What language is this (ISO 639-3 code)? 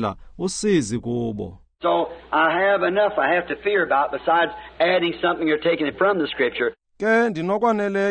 xho